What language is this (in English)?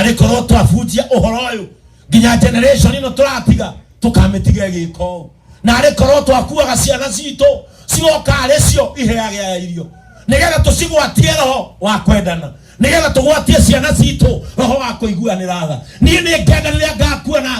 Kikuyu